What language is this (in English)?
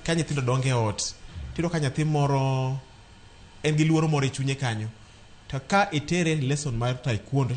Luo (Kenya and Tanzania)